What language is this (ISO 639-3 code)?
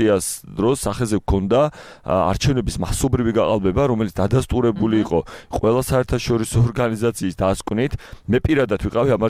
kat